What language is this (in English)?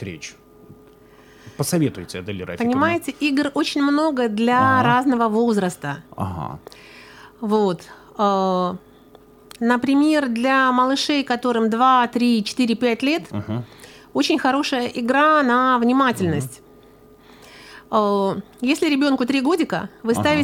Russian